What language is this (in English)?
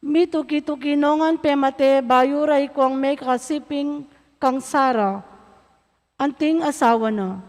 Pampanga